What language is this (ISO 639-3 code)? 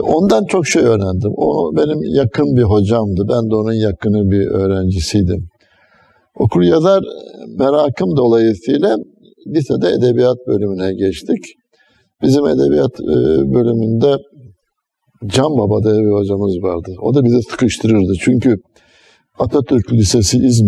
tur